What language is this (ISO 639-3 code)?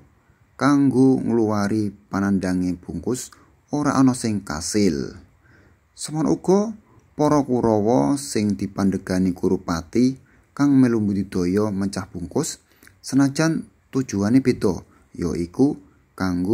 jav